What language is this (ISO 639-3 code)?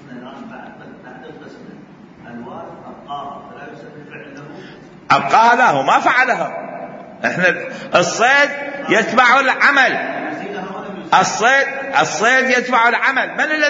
acm